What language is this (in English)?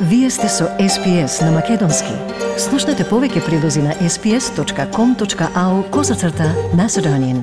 Macedonian